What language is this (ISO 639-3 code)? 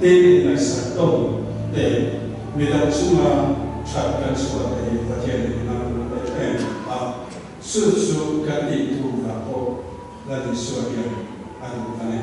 lus